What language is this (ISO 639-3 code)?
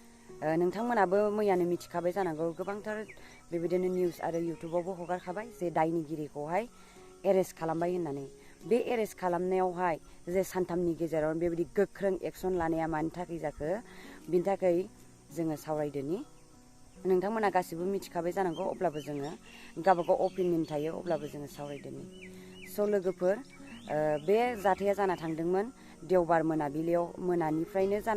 brx